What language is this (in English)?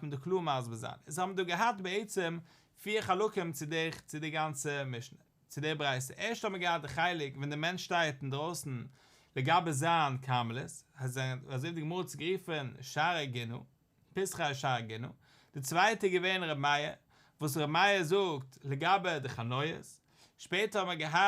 Yiddish